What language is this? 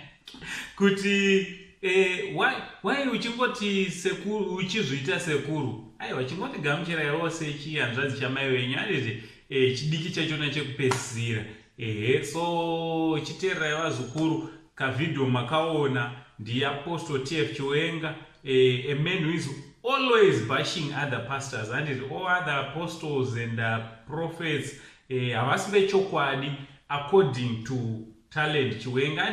Shona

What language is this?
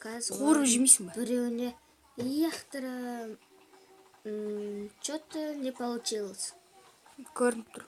Kazakh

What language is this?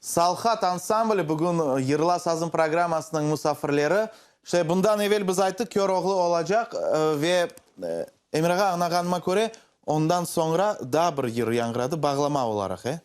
Crimean Tatar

